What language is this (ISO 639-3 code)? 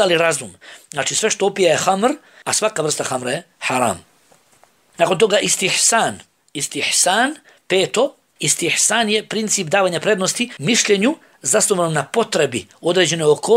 bos